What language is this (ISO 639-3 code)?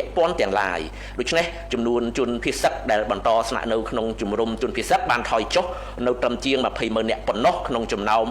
khm